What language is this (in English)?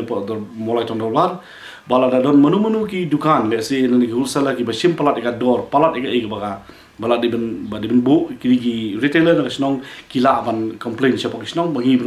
Khasi